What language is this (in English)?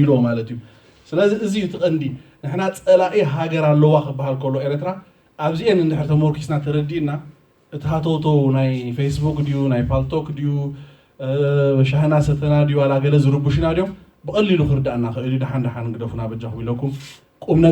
Tigrinya